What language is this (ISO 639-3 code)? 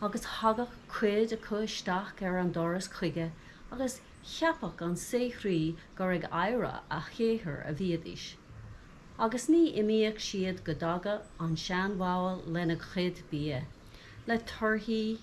gle